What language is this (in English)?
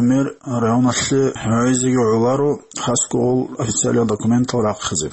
Avaric